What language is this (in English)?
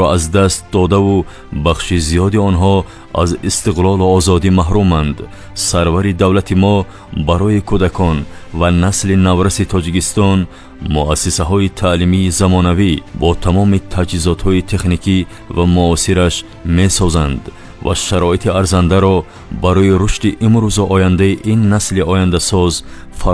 Tajik